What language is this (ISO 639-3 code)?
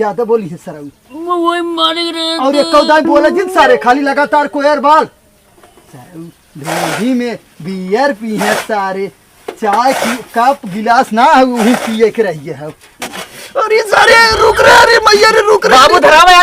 awa